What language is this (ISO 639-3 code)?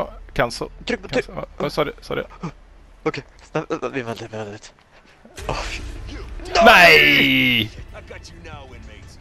nor